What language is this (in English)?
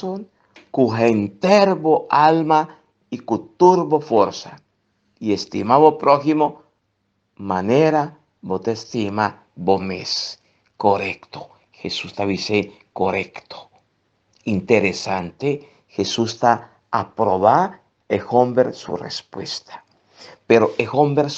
Papiamento